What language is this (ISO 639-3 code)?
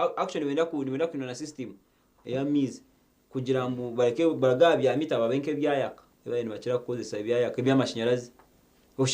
nyn